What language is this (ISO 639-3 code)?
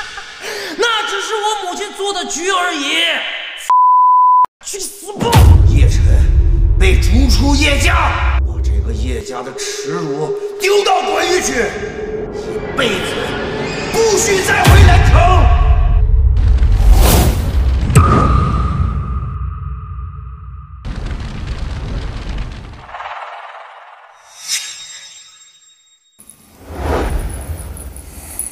zho